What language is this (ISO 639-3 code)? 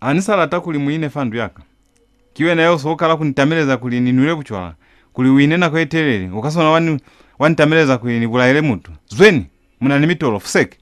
loz